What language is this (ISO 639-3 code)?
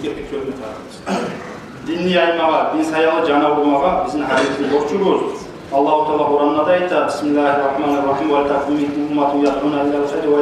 kum